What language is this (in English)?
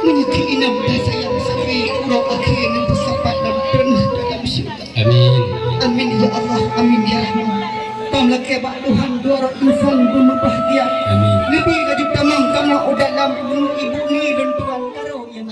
Achinese